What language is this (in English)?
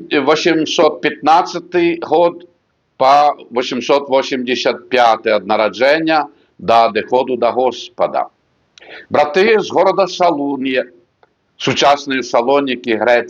Belarusian